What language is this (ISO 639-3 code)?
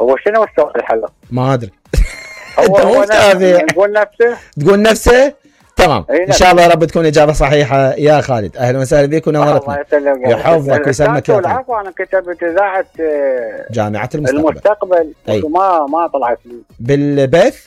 acm